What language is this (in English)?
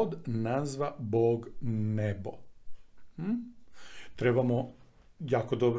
Croatian